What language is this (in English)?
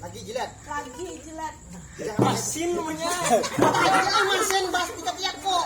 Banjar